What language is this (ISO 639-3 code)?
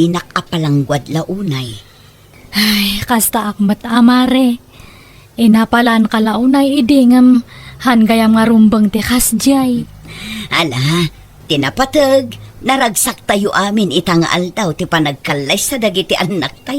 ilo